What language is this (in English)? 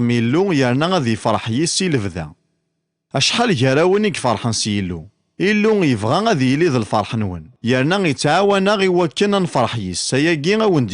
Kabyle